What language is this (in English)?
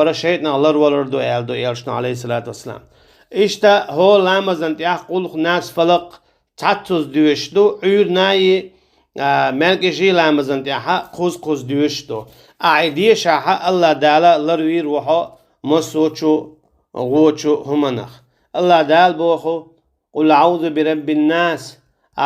Chechen